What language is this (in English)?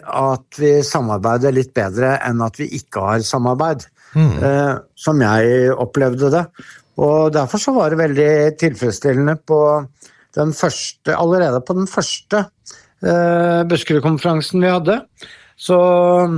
Norwegian